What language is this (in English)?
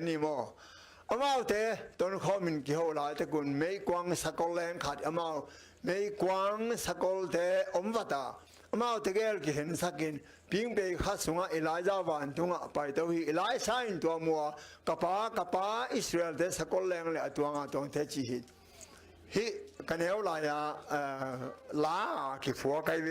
Tedim Chin